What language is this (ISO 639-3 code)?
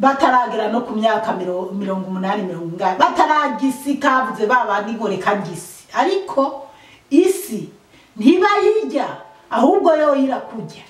run